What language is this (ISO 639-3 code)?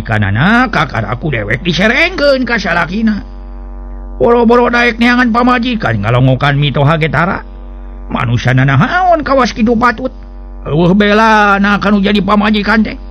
sun